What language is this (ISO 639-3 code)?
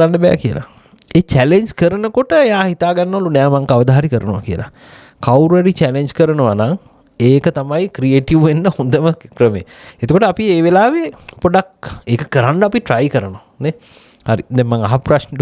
sin